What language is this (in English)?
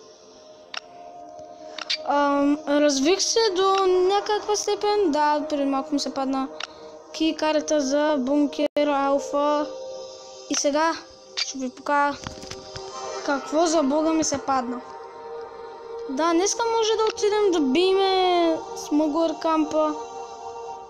Bulgarian